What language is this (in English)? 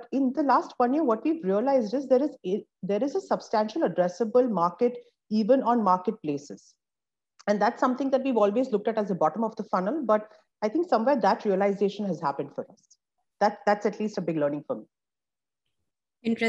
English